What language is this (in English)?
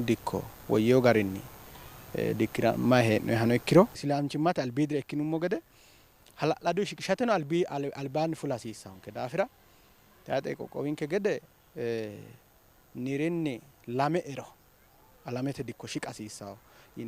Sidamo